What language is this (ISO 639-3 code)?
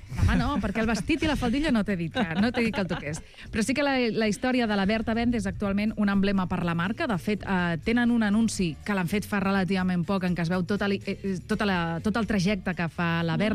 cat